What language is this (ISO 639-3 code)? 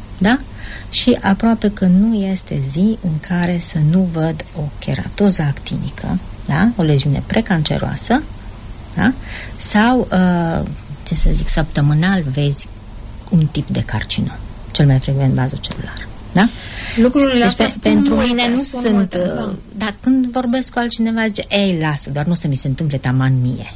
ron